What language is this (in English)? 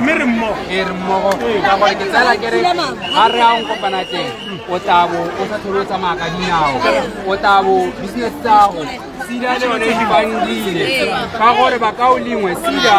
Tswana